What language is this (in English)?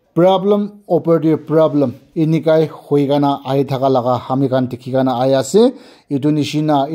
Naga Pidgin